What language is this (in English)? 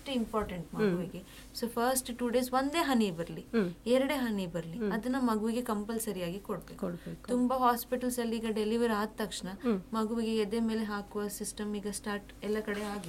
Kannada